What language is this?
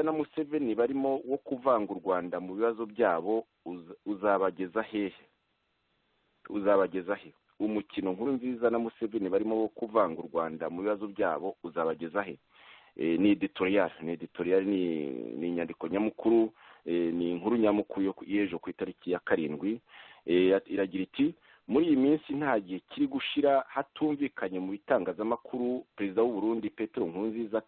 Kinyarwanda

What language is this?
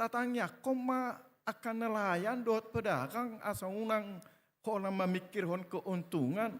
Batak Toba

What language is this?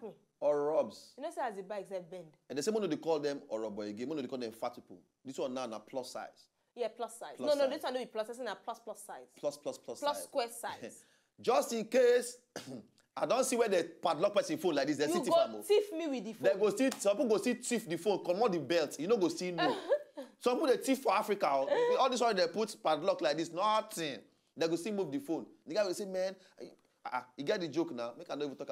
Nigerian Pidgin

